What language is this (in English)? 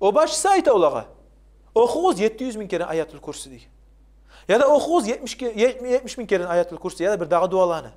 Kumyk